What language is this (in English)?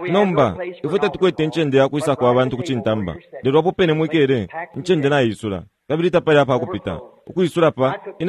Bemba